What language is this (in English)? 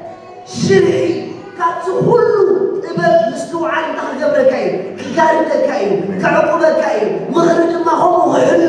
Tigrinya